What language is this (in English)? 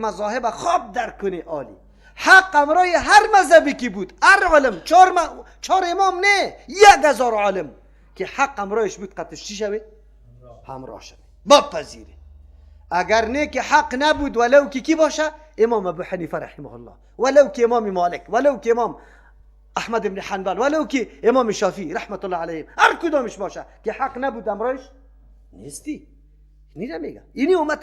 Persian